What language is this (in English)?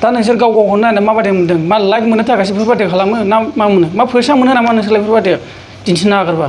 Bodo